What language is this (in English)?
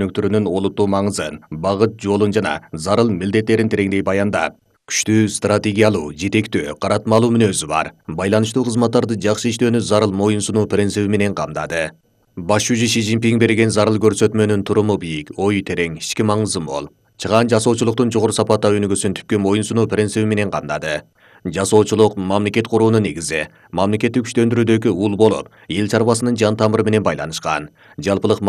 Kyrgyz